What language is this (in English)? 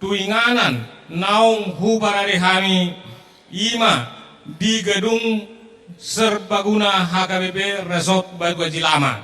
Batak Toba